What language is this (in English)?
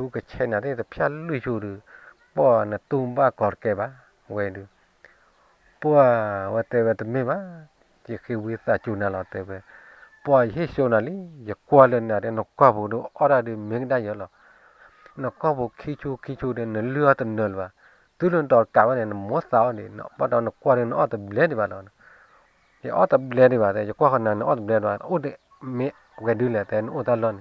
S'gaw Karen